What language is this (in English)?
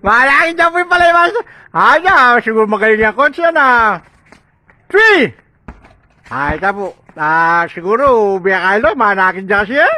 Pampanga